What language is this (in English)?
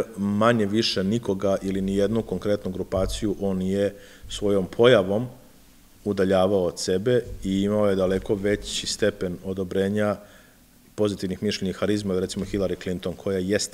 Serbian